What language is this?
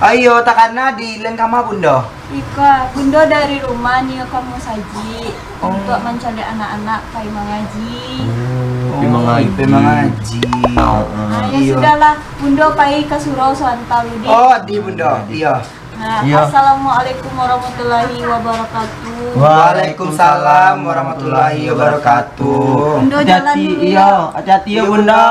Minangkabau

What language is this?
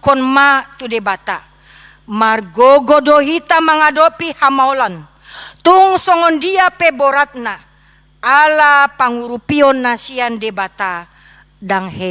Batak Toba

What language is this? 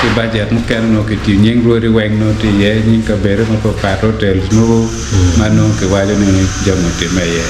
Acoli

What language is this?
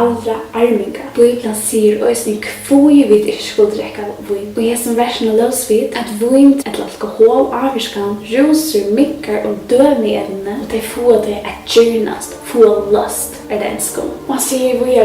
Faroese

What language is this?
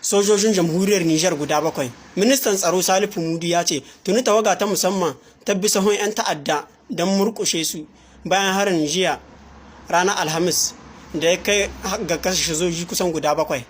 Hausa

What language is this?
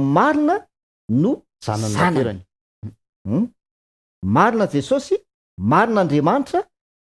Malagasy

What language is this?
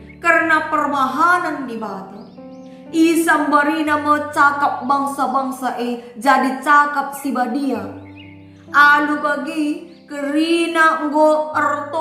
Batak Karo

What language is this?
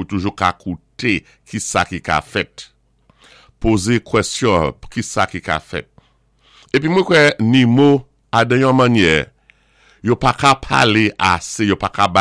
Saint Lucian Creole French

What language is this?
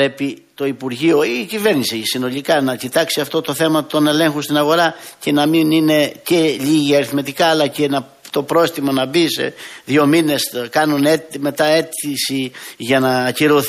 Greek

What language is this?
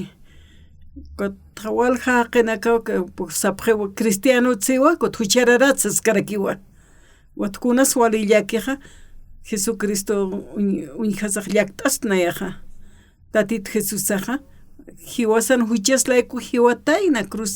Aymara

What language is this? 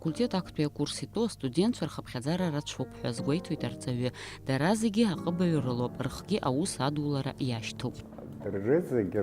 Abkhazian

